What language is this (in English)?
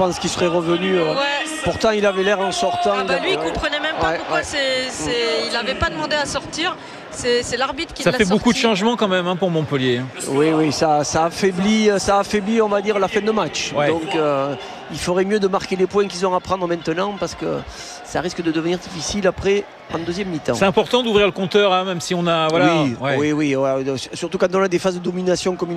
French